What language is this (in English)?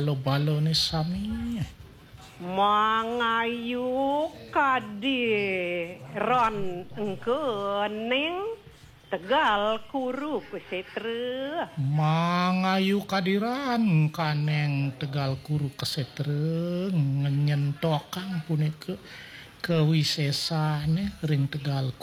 Balinese